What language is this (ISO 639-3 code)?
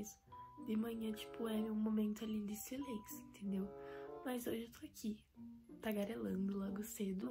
por